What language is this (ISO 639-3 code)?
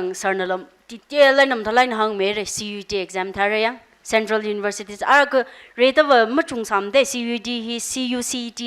nmf